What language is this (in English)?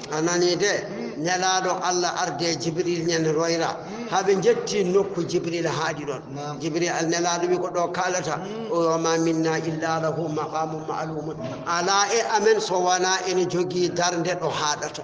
Fula